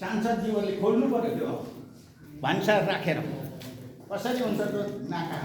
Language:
Nepali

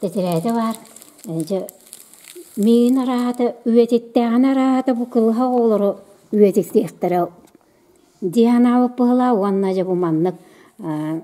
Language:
Yakut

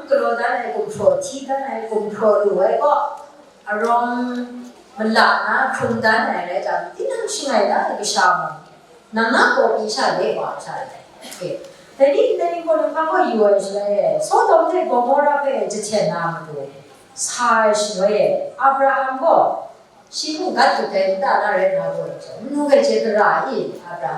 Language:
Kachin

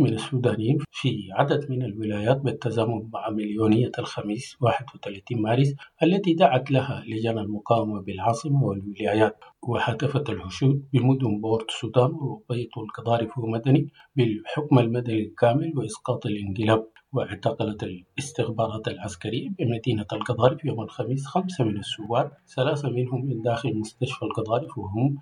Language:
Sudanese Arabic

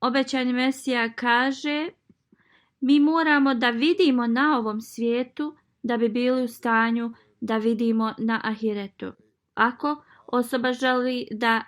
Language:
Bosnian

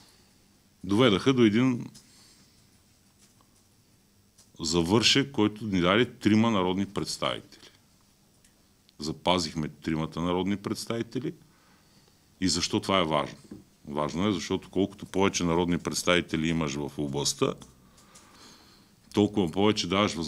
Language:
Bulgarian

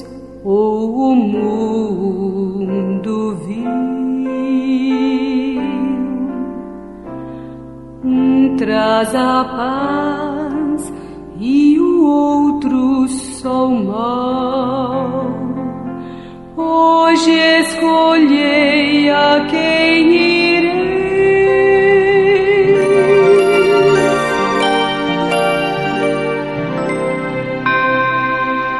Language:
Portuguese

